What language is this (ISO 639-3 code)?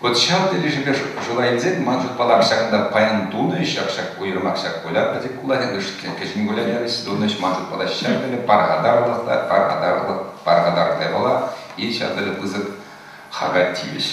chv